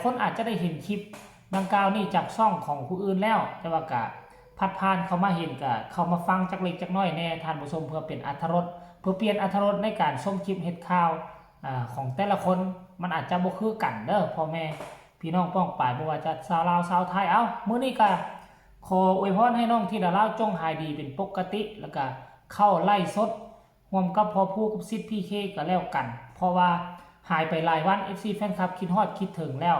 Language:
Northeastern Thai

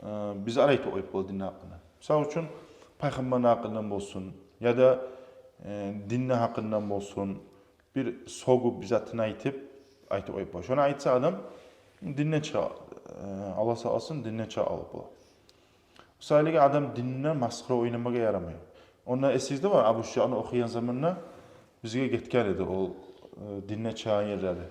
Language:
Kumyk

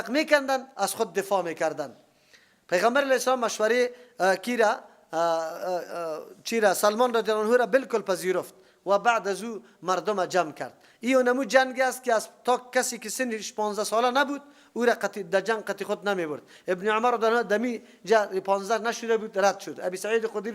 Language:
Persian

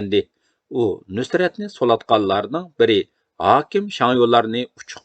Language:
Uyghur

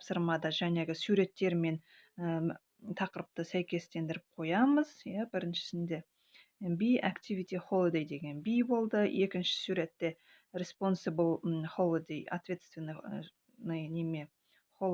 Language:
Kazakh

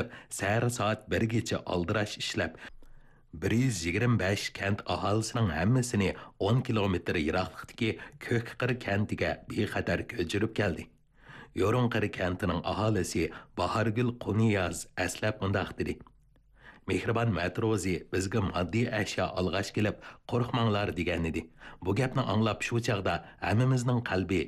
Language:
Uyghur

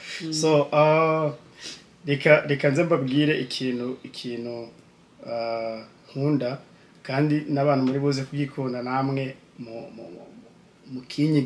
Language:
Kinyarwanda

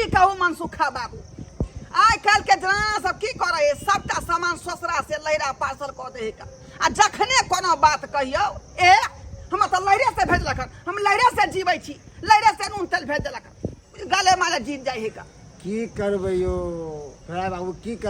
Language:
Maithili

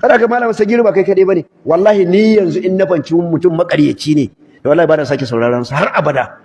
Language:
Hausa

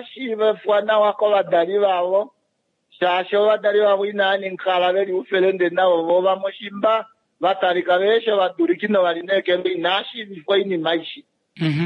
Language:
Kuanyama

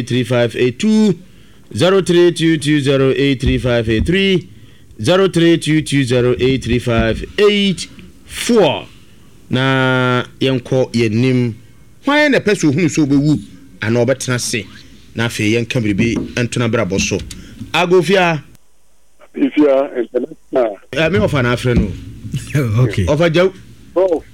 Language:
Akan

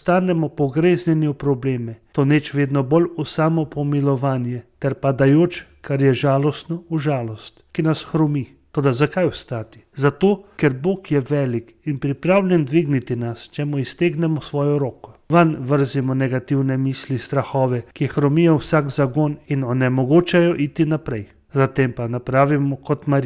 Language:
Slovenian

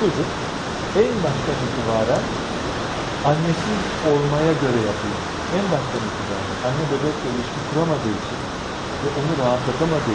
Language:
Turkish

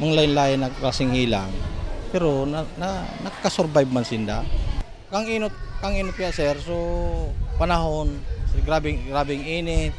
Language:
Bikol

